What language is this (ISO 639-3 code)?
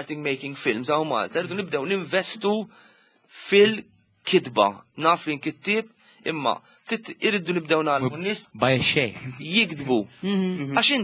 mlt